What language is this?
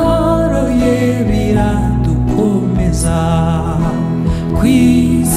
Kinyarwanda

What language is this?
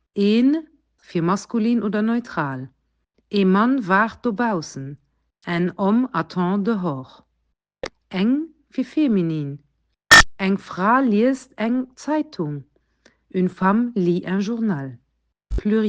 Luxembourgish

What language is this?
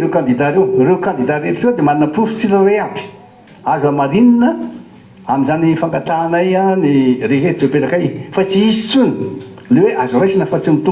Malagasy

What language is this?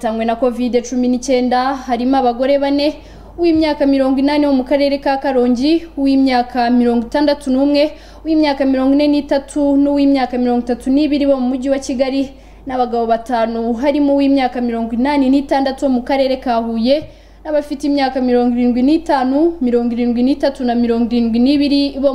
Kinyarwanda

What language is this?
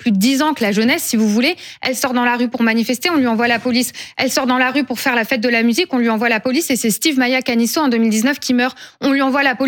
French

